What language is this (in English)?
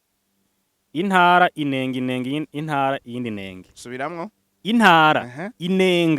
Rundi